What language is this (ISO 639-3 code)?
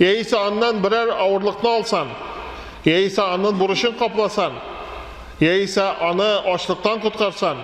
tat